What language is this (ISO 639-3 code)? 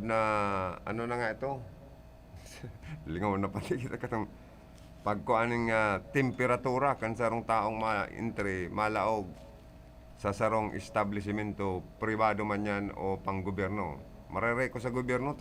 bik